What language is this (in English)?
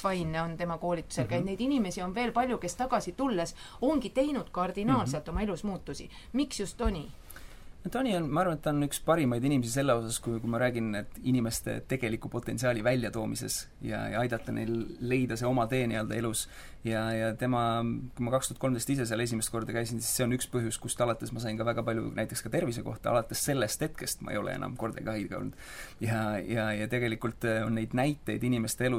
Estonian